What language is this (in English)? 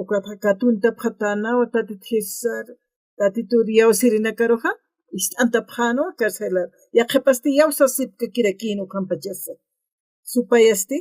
Aymara